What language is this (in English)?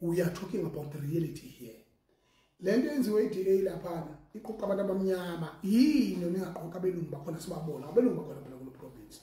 Zulu